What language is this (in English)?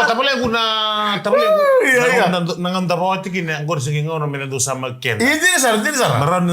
Fijian